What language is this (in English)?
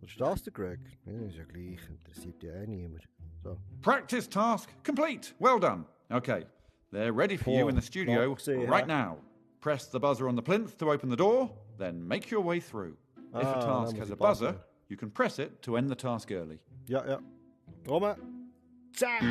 Swiss German